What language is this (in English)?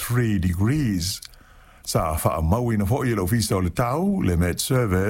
Samoan